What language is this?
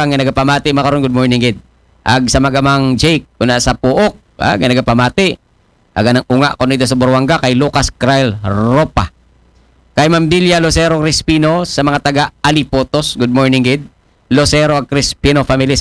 Aklanon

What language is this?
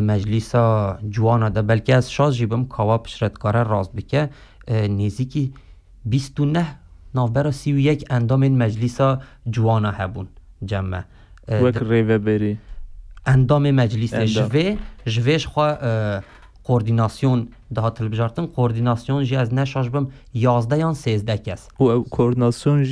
Kurdish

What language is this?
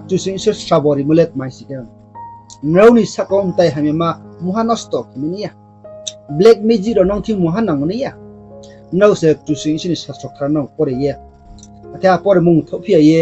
Riang (India)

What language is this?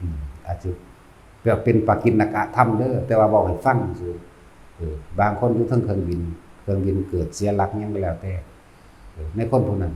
Northeastern Thai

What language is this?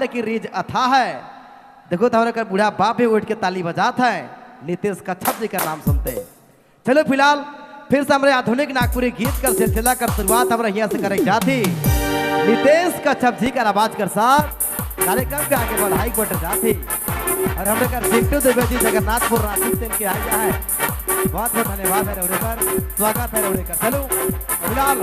Sadri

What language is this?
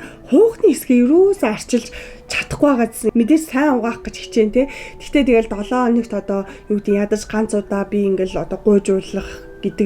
Mongolian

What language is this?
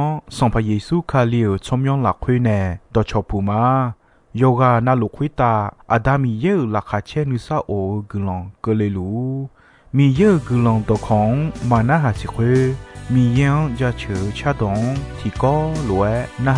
Akha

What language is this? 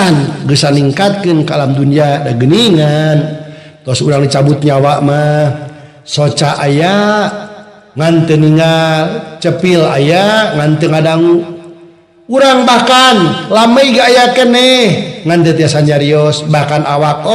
Sundanese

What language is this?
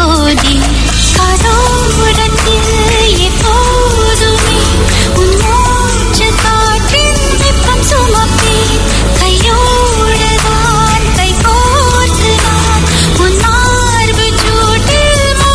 Tamil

